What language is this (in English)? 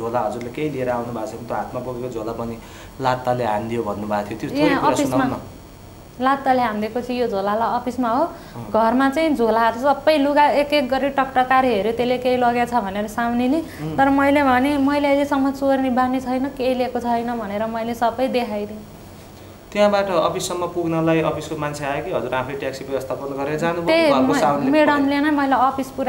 Nepali